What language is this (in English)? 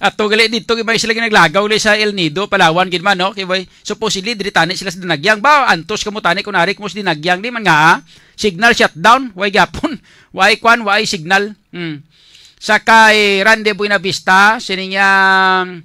Hiligaynon